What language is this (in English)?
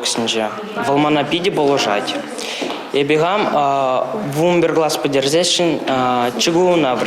Chuvash